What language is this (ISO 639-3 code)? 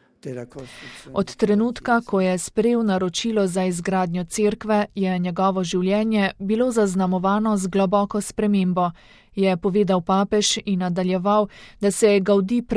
slv